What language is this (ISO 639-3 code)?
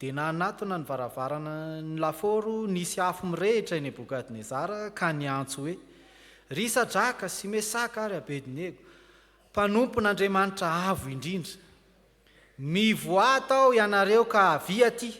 mlg